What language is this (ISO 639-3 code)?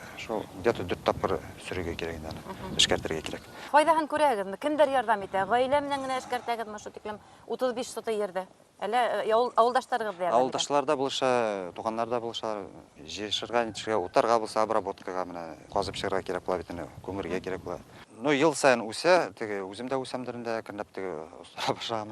bak